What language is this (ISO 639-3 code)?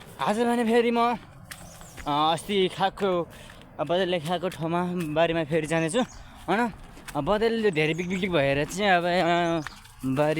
nep